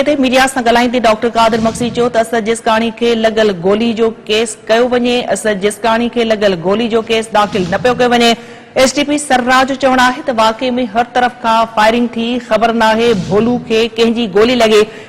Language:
Sindhi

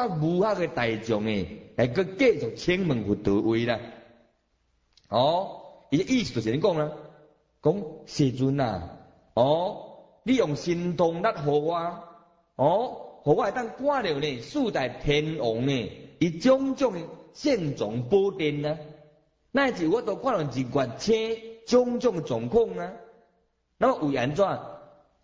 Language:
Min Nan Chinese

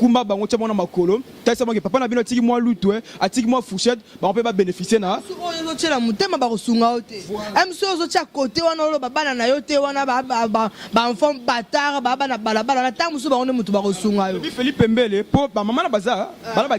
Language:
Lingala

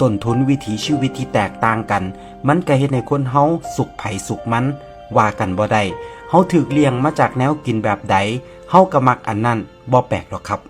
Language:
Northeastern Thai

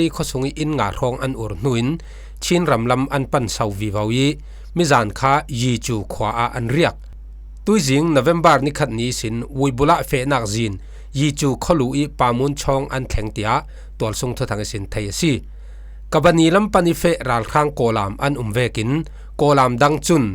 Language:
Falam Chin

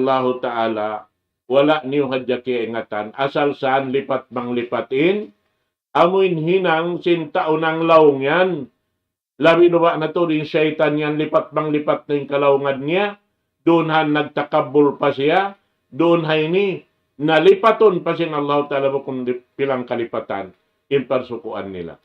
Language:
Tausug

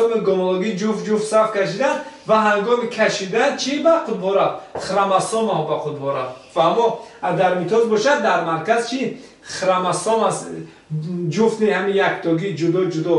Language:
Tajik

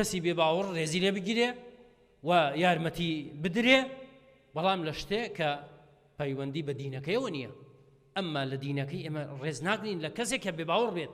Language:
Central Kurdish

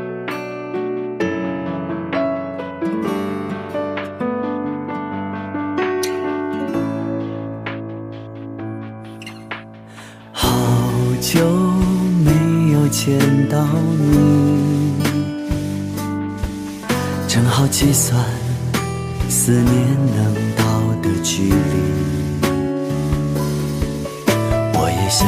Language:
Chinese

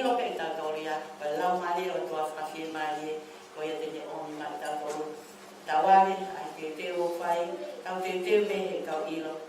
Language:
Tongan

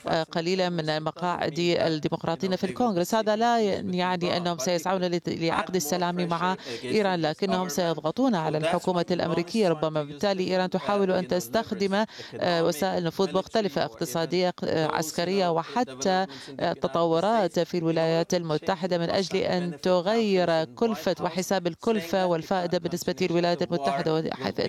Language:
Arabic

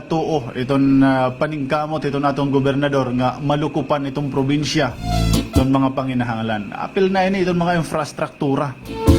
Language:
Waray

